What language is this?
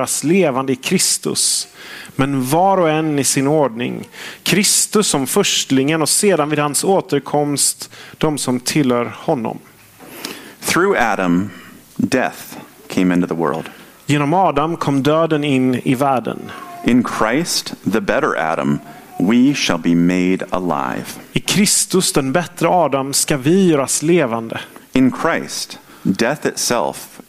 Swedish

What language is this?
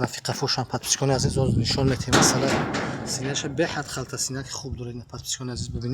Tajik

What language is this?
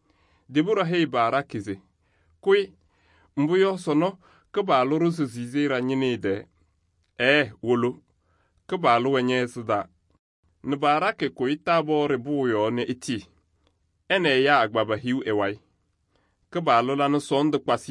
Kabiyè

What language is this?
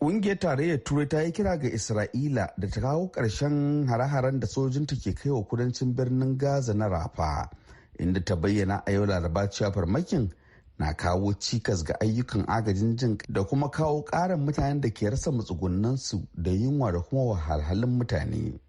Hausa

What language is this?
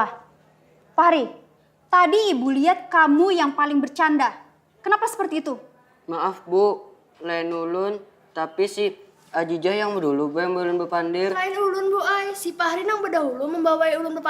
Banjar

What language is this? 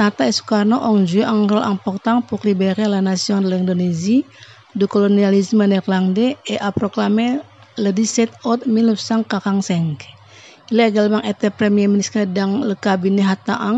French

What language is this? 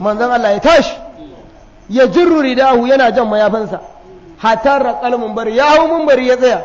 Hausa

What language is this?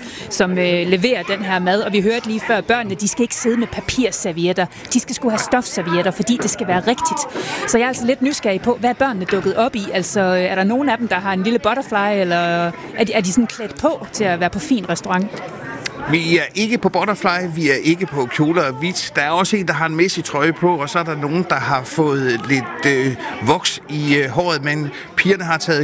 Danish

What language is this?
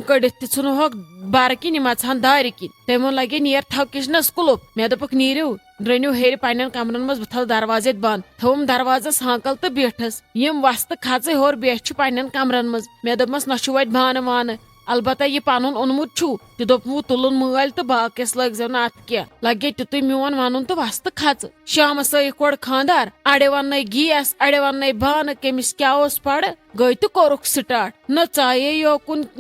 Kashmiri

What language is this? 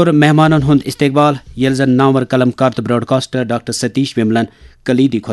Kashmiri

